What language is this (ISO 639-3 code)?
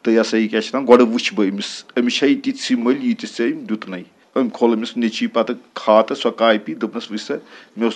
kas